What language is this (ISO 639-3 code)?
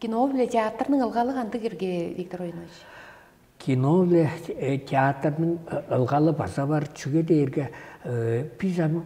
tyv